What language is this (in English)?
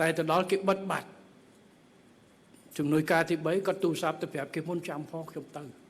Khmer